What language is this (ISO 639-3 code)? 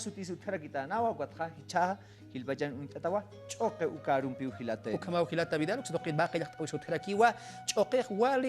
aym